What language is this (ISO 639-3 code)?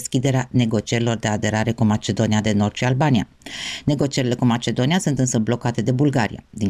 ron